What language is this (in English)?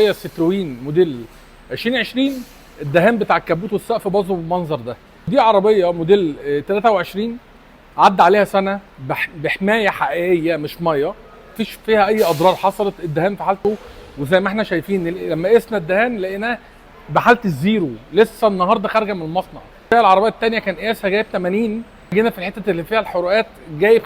Egyptian Arabic